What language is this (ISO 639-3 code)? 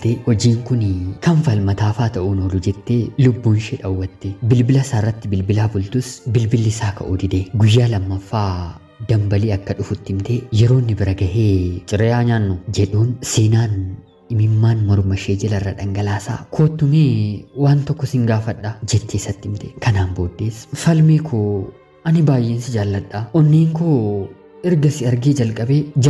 orm